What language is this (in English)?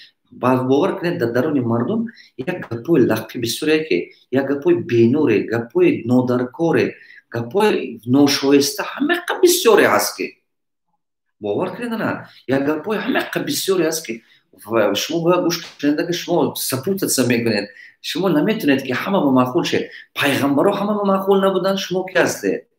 Tajik